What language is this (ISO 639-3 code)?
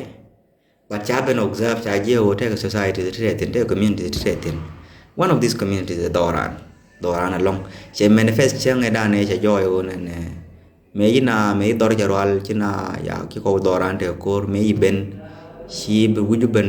nus